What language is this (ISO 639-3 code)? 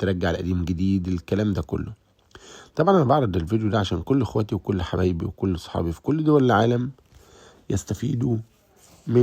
arz